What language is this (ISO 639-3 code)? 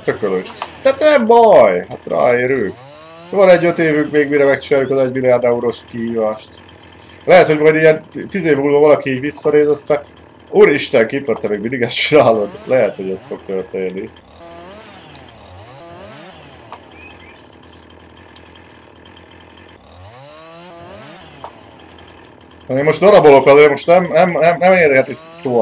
hun